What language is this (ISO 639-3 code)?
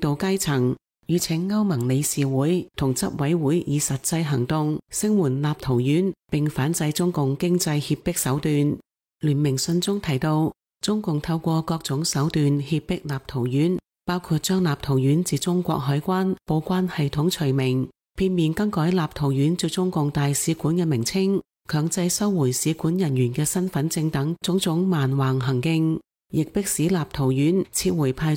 yue